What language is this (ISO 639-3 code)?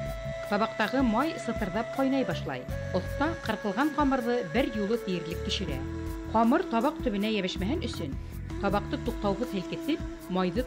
bak